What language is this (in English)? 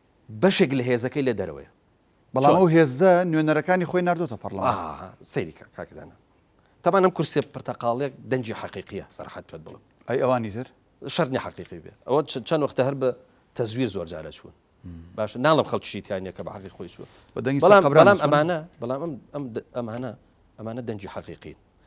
Central Kurdish